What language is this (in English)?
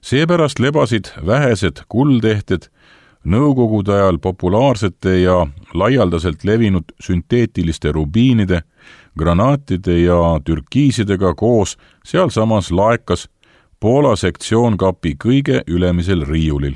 Estonian